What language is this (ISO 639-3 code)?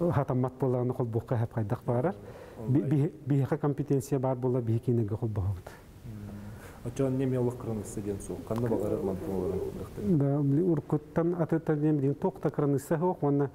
sah